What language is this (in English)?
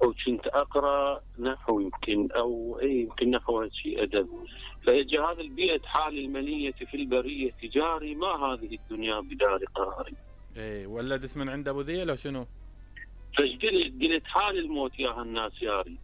Mesopotamian Arabic